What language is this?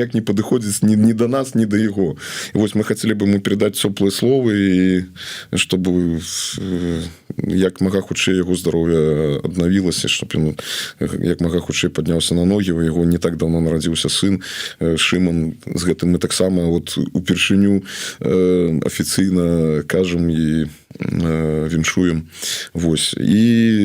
Belarusian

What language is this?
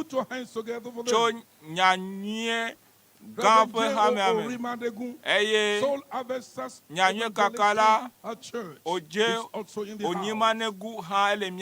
Ewe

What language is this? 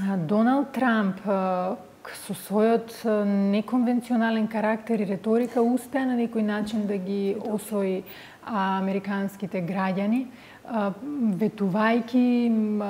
Macedonian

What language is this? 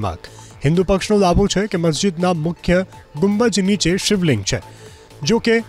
Gujarati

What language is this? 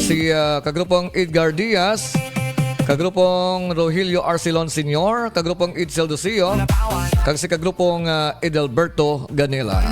Hiligaynon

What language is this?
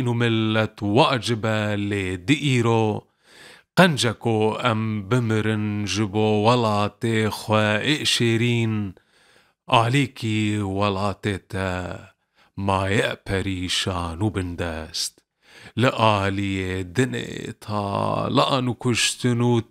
Kurdish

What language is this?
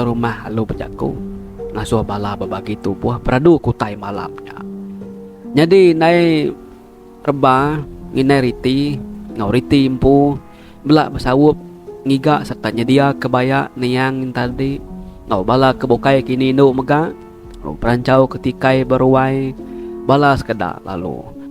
Iban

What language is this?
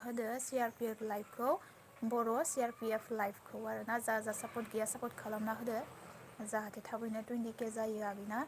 Bodo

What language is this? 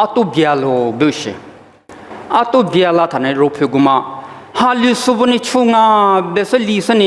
Lisu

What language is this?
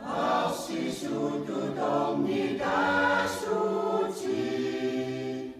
Kalaallisut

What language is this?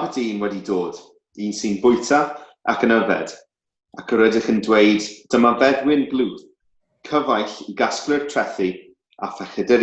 Welsh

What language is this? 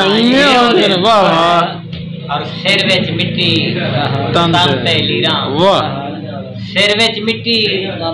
Saraiki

